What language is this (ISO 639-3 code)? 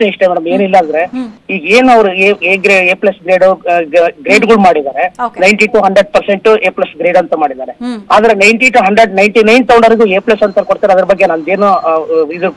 kan